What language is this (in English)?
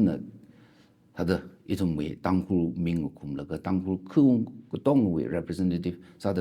Tangkhul Naga (India)